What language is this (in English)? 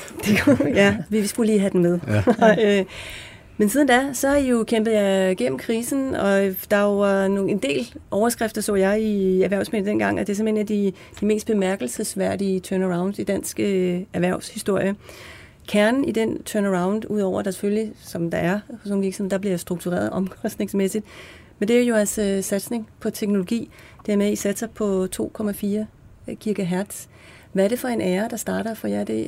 Danish